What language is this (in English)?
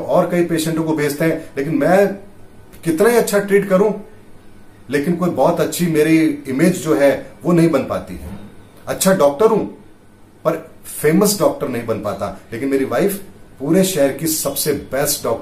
Hindi